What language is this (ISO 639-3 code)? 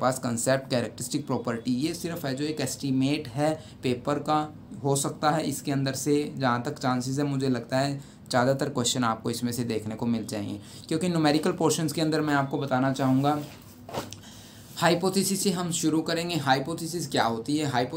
hin